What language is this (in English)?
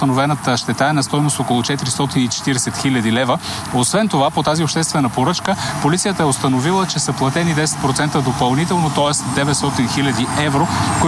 Bulgarian